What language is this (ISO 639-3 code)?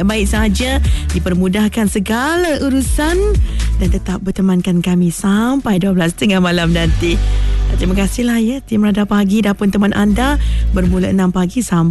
msa